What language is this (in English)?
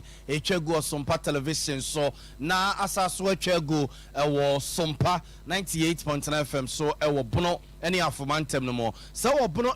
Akan